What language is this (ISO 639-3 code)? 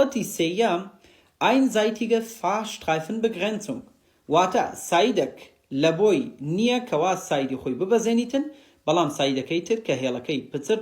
ckb